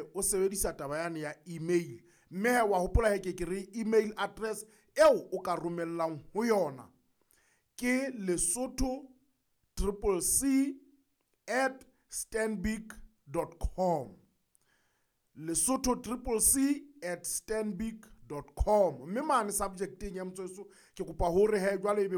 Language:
Southern Sotho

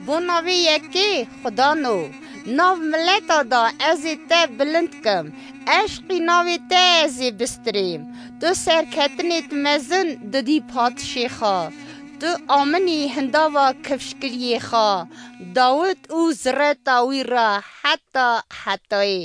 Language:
Kurdish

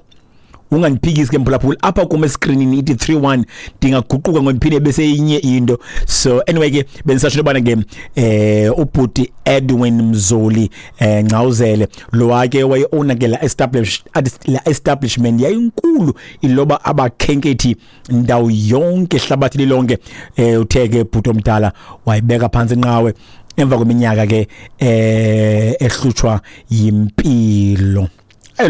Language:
Xhosa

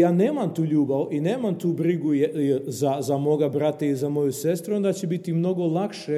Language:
Serbian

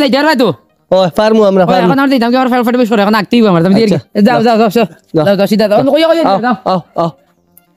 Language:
Sylheti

